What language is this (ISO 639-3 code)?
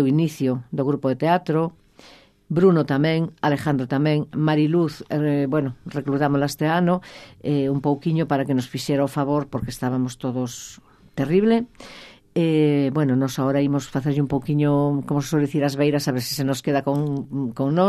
glg